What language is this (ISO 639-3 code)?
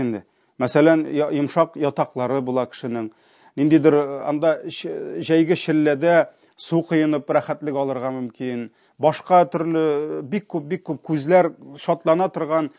tat